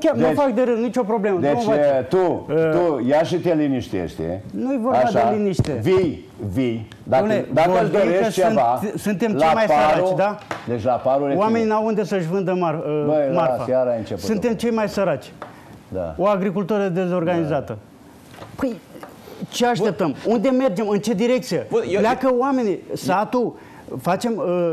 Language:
Romanian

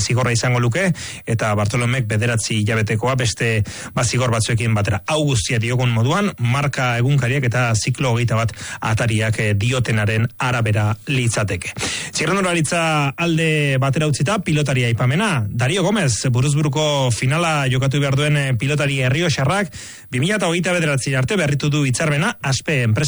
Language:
Basque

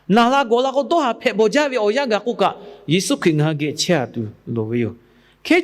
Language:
Lahu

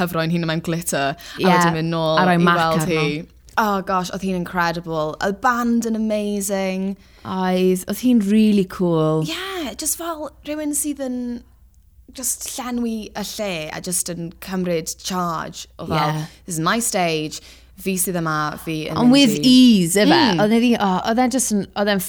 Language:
Welsh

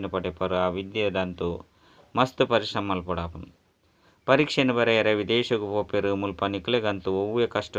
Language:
Tulu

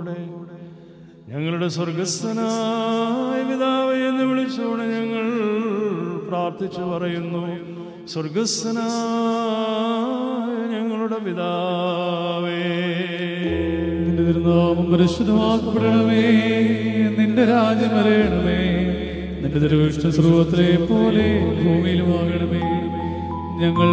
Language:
Malayalam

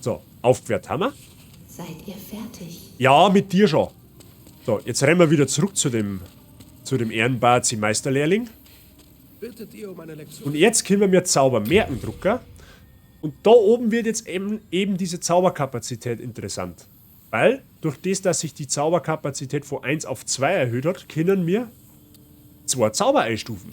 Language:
Bavarian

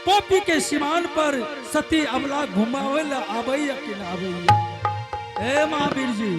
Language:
Angika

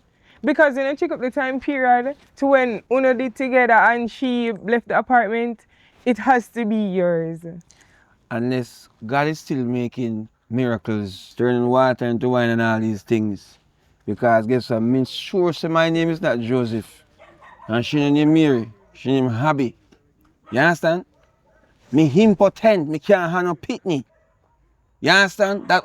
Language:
Jamaican Creole English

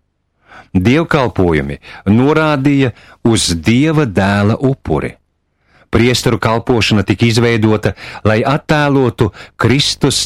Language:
Latvian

